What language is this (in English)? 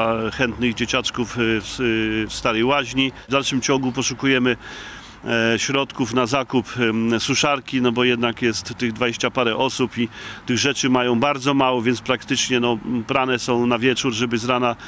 Polish